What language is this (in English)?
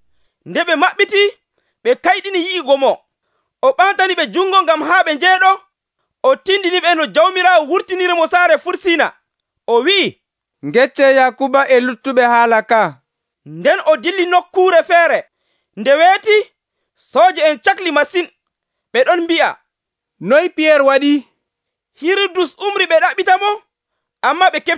Nigerian Fulfulde